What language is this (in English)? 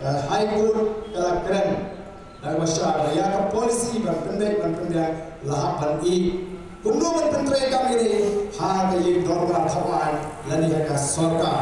Khasi